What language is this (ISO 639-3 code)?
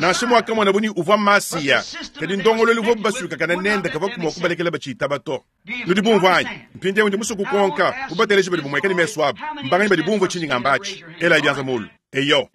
lua